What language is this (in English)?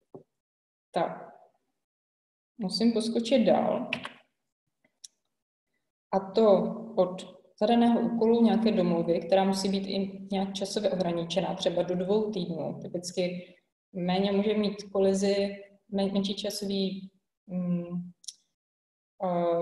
Czech